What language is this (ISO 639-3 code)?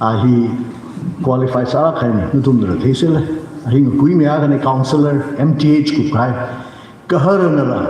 nmf